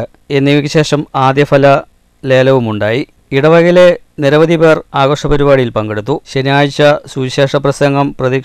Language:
Malayalam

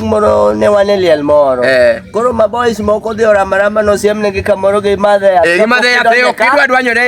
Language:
Luo (Kenya and Tanzania)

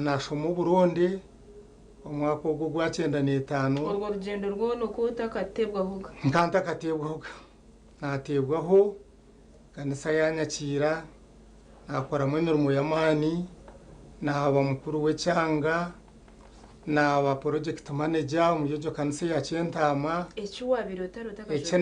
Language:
Nyankole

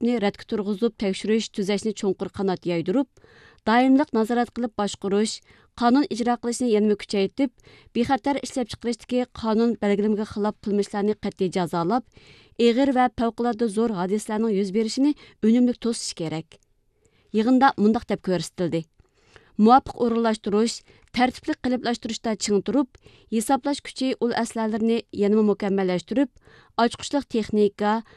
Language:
Uyghur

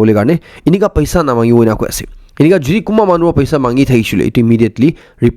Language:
Naga Pidgin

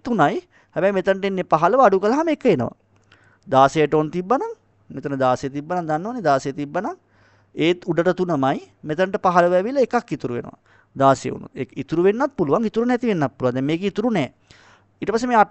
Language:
Sinhala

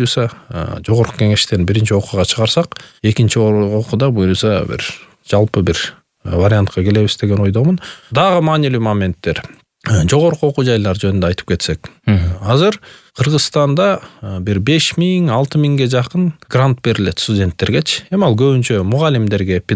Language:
Kyrgyz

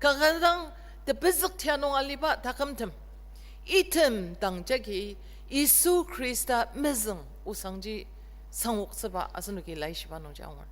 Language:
Ao Naga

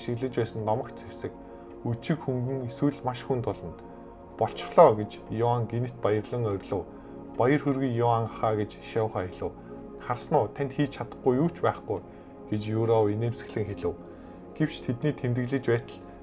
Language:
Mongolian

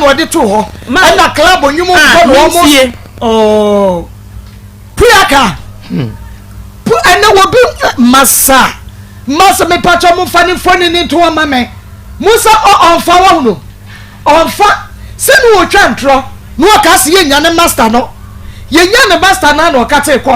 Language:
Akan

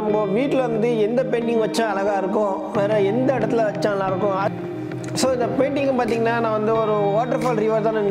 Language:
Tamil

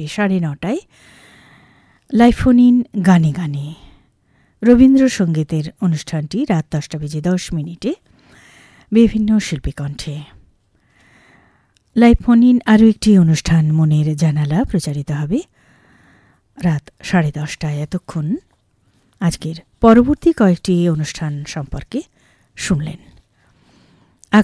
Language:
Bangla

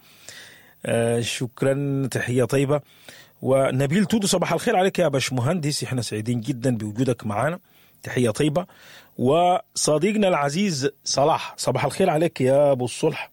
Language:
Sudanese Arabic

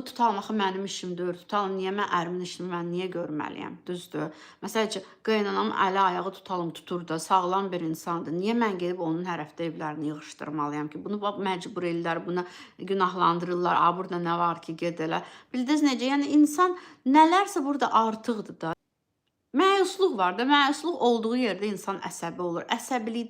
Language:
Azerbaijani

